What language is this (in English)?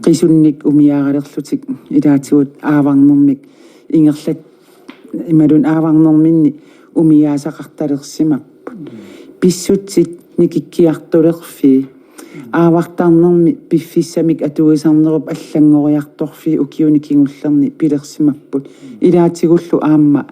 Kalaallisut